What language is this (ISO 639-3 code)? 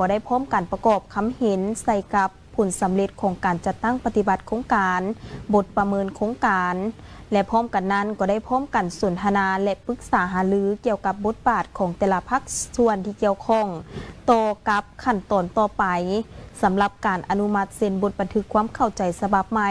lao